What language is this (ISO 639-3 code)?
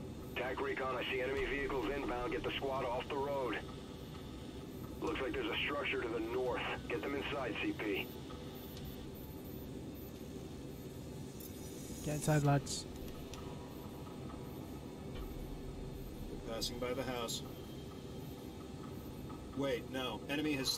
eng